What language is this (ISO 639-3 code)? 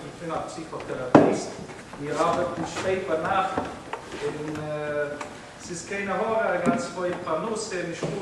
yid